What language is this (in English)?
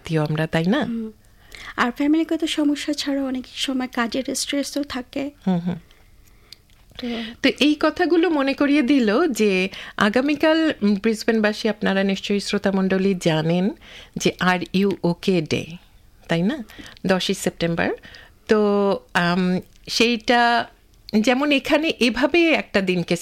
Bangla